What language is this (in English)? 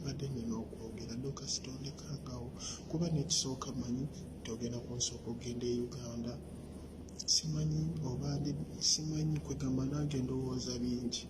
Ganda